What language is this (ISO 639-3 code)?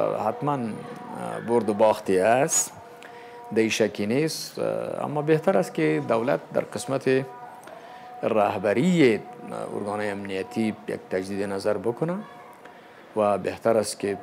fas